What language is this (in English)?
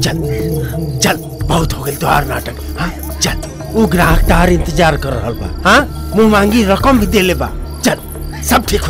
Bhojpuri